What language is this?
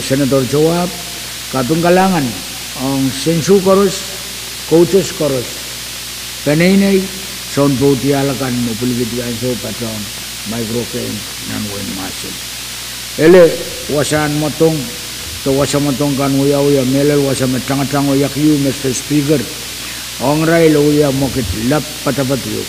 Pohnpeian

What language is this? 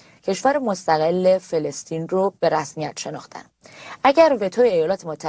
Persian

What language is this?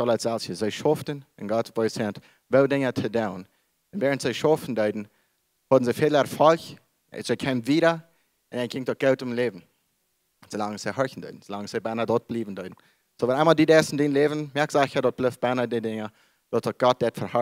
Plautdietsch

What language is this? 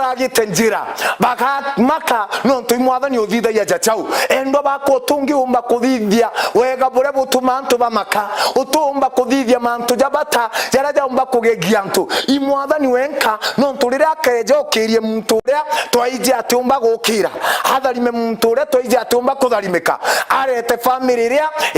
Meru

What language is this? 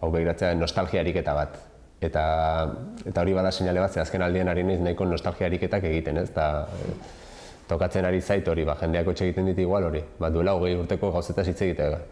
Basque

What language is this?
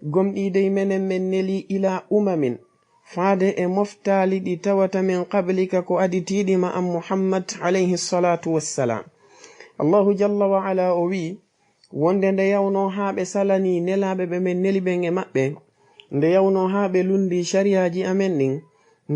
Fula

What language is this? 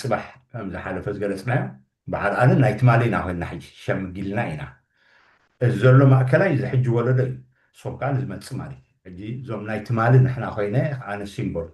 Tigrinya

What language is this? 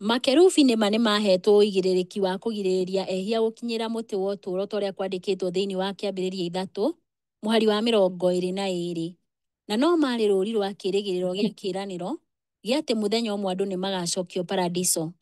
Kikuyu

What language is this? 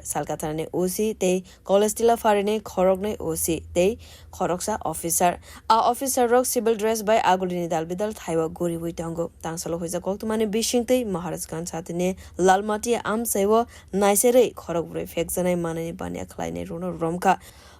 Kok Borok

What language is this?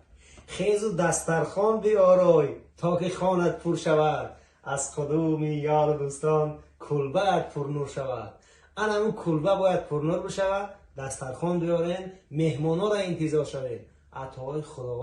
Tajik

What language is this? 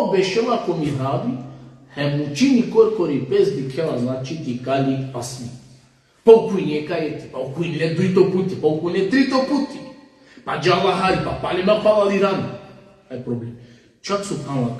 Balkan Romani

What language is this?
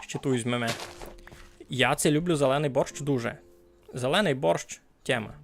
Rusyn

